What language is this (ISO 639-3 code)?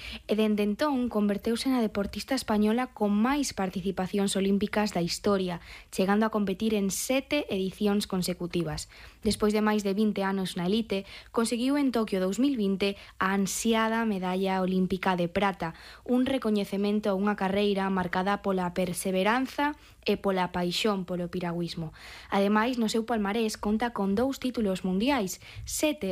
glg